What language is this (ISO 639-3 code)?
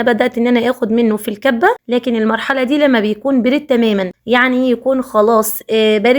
arz